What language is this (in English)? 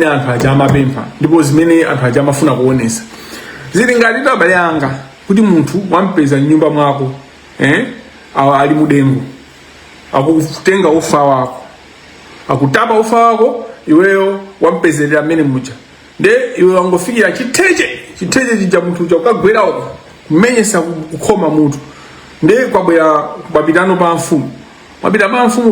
Nyanja